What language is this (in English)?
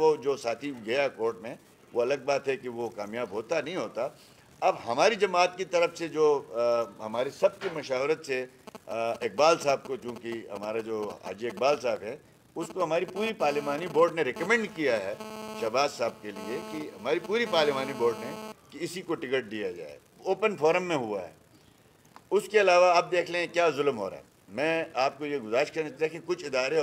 Urdu